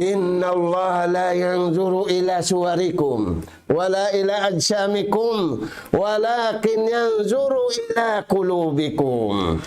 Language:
Tausug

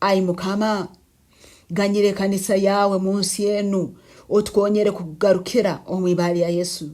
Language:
Nyankole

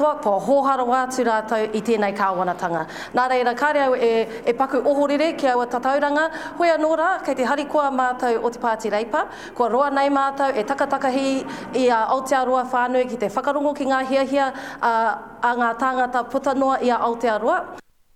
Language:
Māori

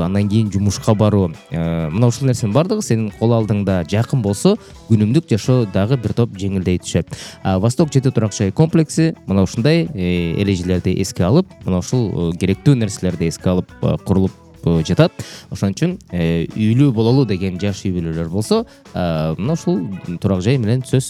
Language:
Kyrgyz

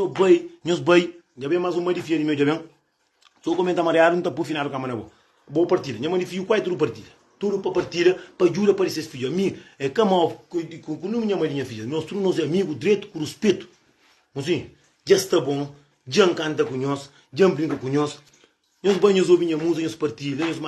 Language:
Kabuverdianu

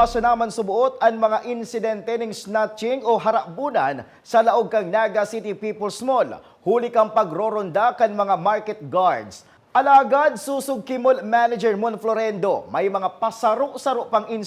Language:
Bikol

